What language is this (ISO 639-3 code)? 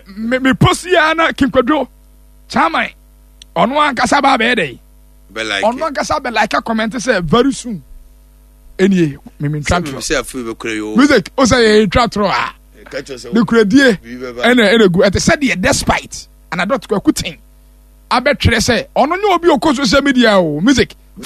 aka